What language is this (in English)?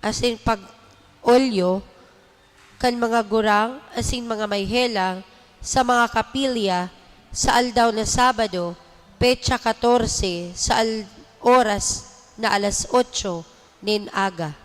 Bikol